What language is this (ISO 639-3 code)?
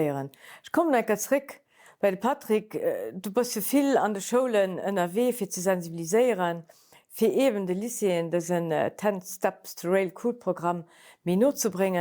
ltz